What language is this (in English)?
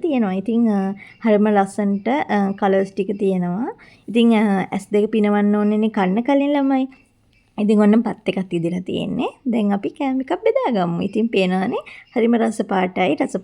Sinhala